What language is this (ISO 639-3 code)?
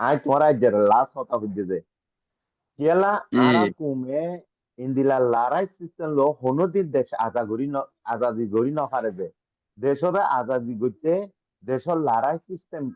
rhg